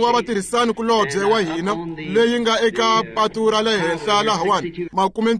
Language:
Tsonga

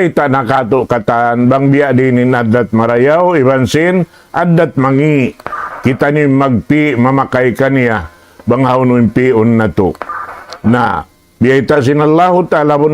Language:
Tausug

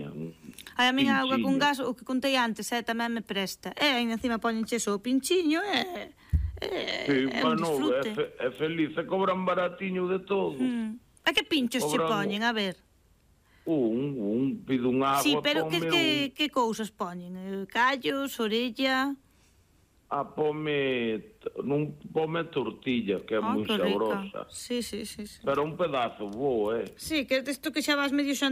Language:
Galician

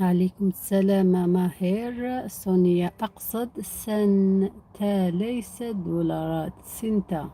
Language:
Algerian Arabic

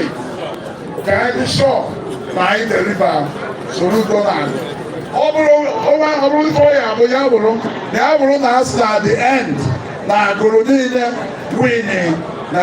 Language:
Igbo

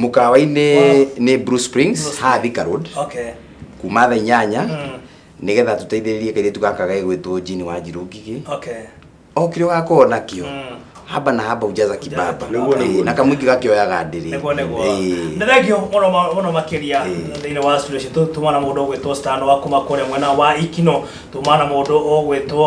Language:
Kikuyu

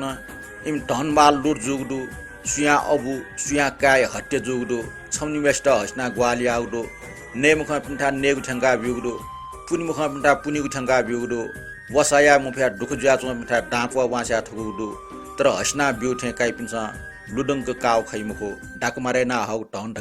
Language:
Newari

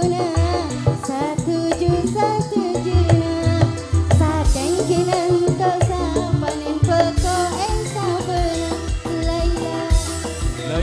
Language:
Madurese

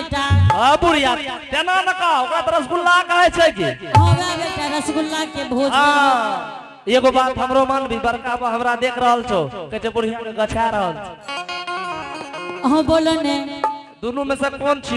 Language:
Angika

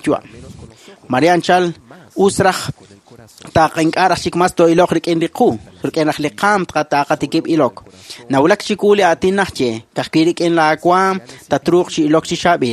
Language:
Kekchí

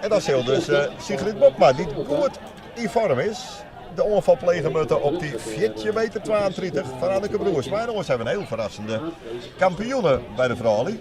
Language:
Western Frisian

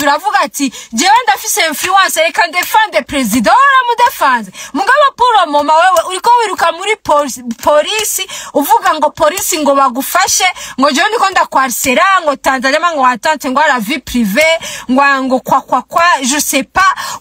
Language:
Rundi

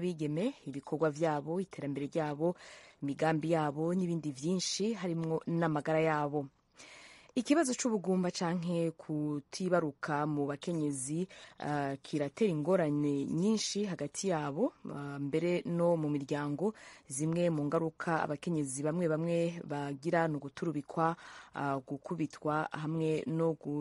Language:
Rundi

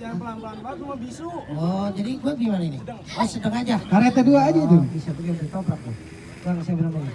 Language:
Betawi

